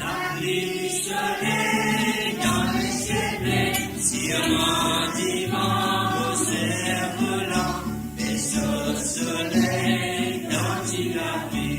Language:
Morisyen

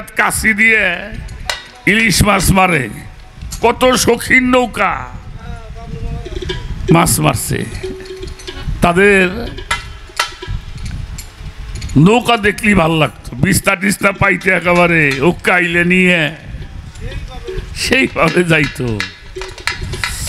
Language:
Bangla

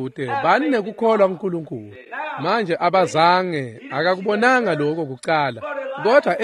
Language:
Swati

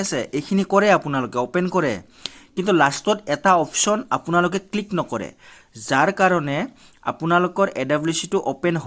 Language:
Assamese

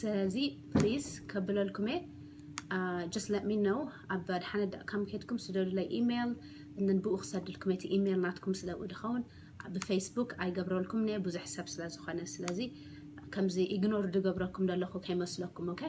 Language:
Tigrinya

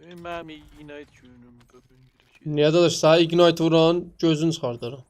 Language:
South Azerbaijani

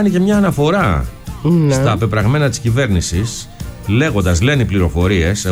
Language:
Greek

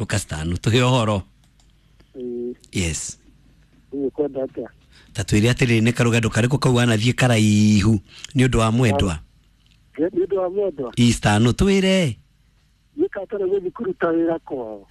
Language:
Kikuyu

